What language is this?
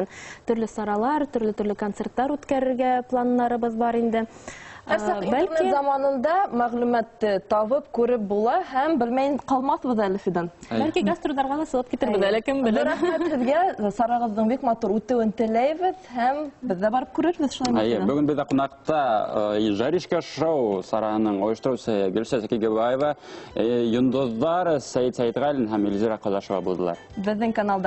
Bashkir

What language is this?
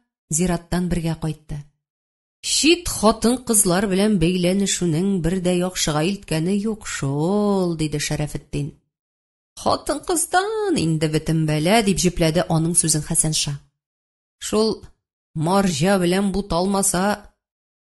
Tatar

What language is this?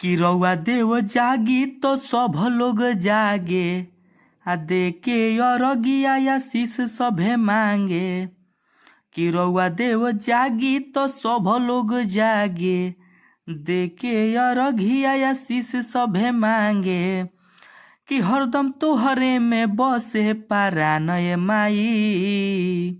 Bhojpuri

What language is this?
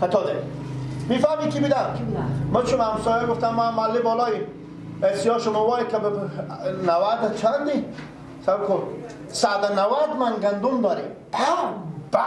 Persian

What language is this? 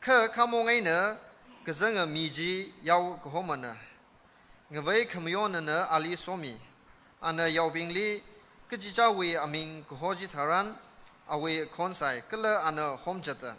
Tangkhul Naga (India)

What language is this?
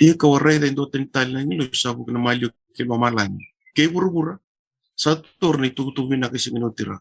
Fijian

